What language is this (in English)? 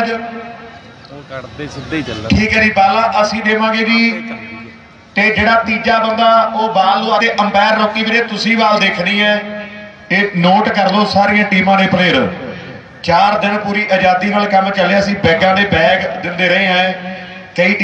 Punjabi